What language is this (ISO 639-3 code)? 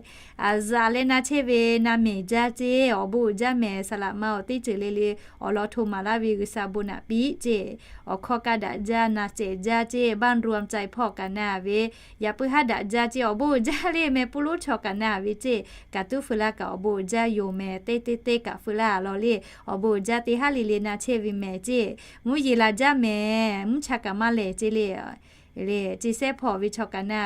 lhu